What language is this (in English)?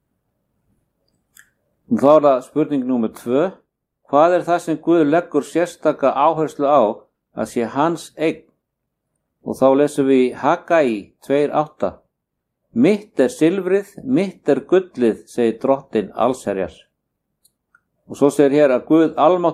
Icelandic